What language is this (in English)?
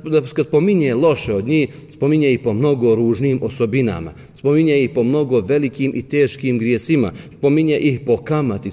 Bosnian